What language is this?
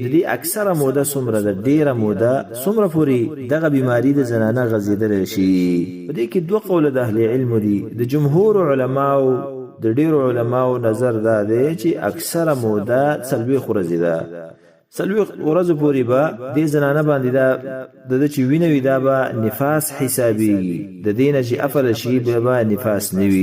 Pashto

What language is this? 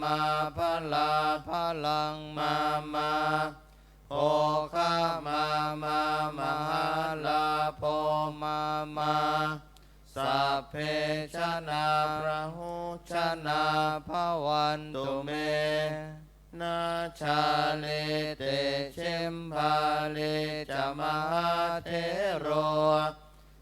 Pali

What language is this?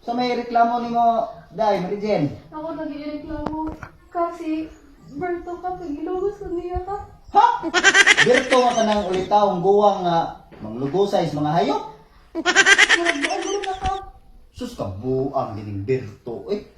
Cebuano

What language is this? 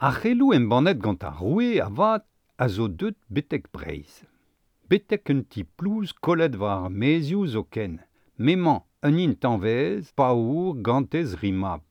Breton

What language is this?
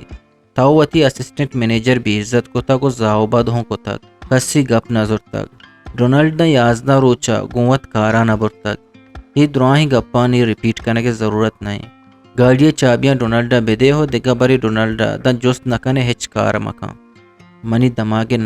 Eastern Balochi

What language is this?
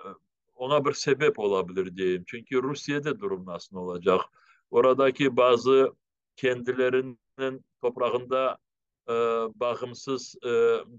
Crimean Tatar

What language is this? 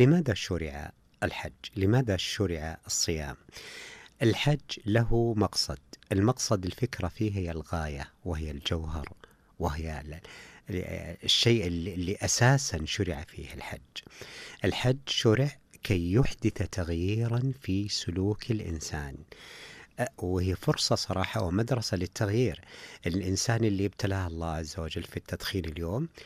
Najdi Arabic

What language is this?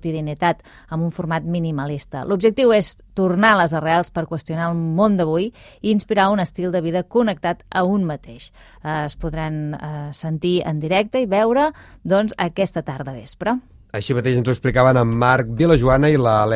Catalan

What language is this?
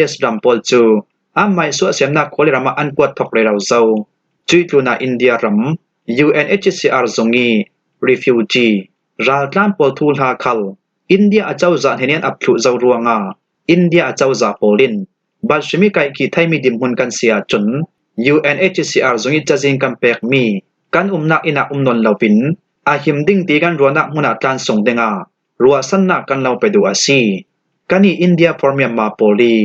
Falam Chin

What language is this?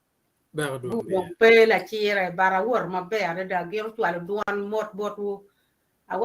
Acoli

